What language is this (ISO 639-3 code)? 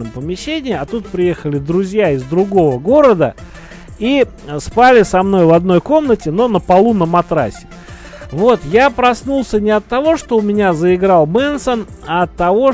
rus